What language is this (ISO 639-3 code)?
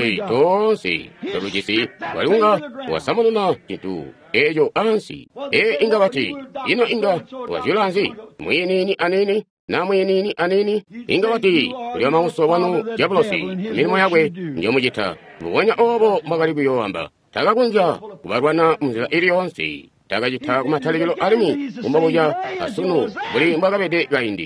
toi